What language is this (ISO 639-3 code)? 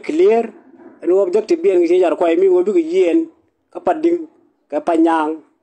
nus